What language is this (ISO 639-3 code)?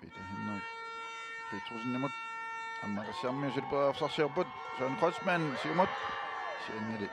kal